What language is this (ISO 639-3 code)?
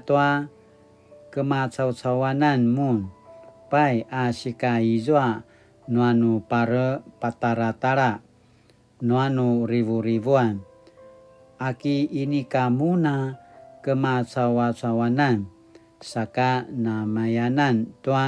pwn